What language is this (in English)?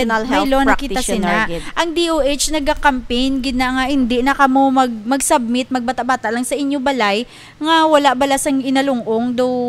Hiligaynon